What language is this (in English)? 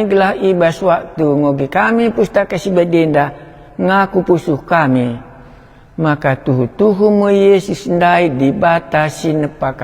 Batak Karo